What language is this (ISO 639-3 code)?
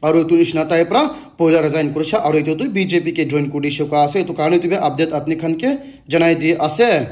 nag